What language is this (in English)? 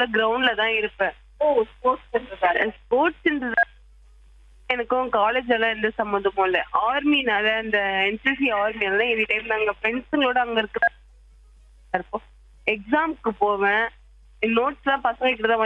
Tamil